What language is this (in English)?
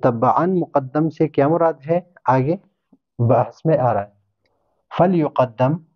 Urdu